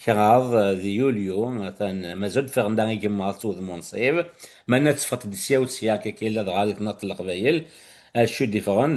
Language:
Kabyle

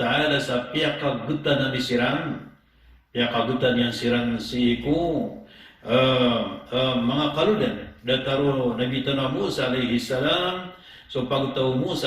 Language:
Maranao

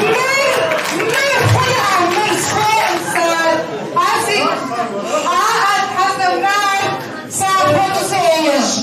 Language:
Kabardian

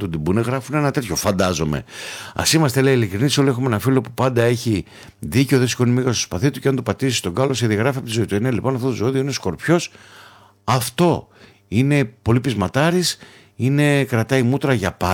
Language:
Greek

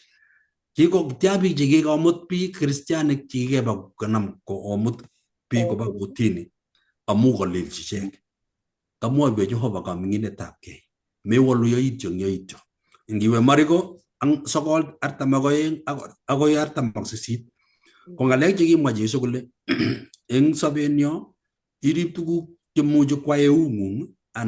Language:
Kalenjin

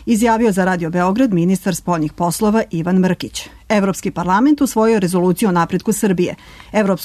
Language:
Serbian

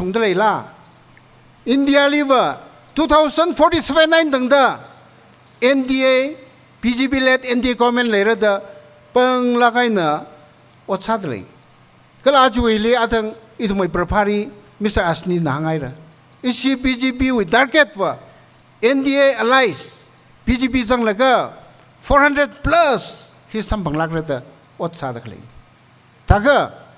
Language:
Tangkhul Naga (India)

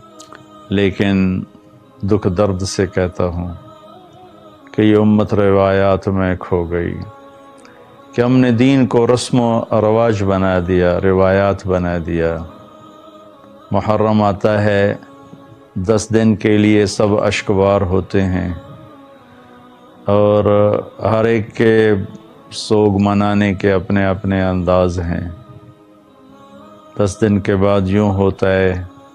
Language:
Urdu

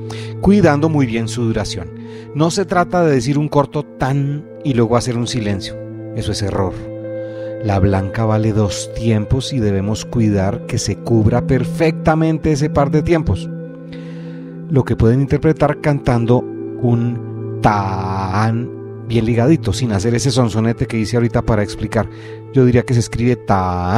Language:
Spanish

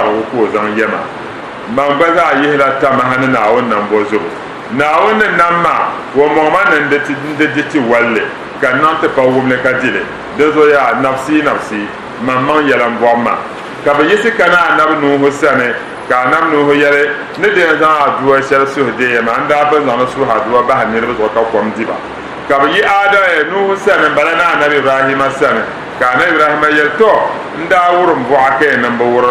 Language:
Dagbani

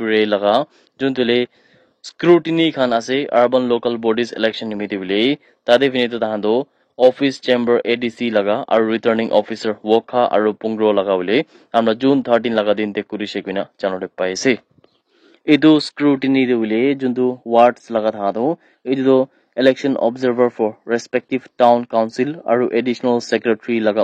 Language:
Naga Pidgin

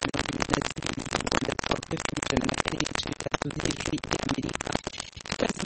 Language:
Kinyarwanda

